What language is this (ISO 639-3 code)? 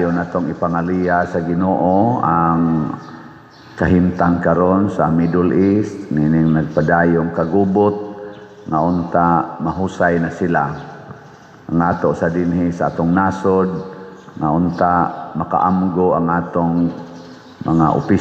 ceb